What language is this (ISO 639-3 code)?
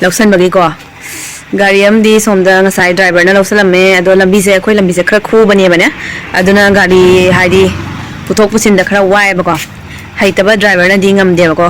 mni